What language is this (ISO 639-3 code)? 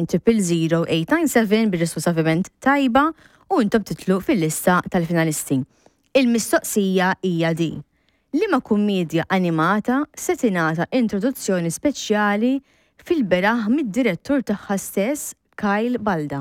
mlt